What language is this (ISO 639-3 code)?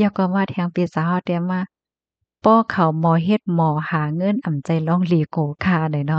shn